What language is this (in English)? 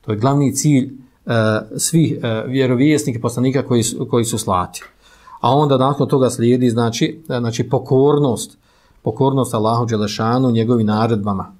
Bosnian